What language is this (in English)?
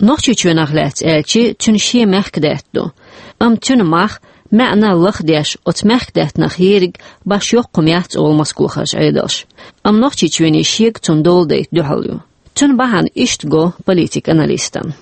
Chechen